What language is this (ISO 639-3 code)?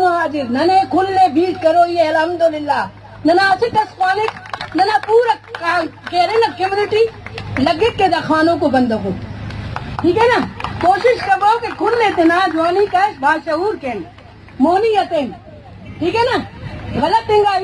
brh